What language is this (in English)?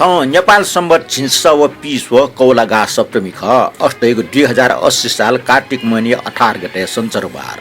Newari